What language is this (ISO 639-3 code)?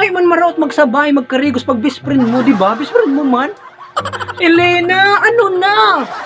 bik